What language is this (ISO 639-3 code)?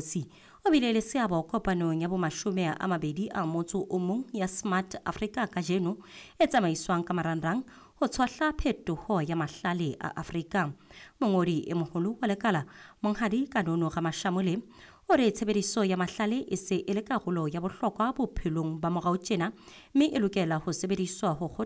sot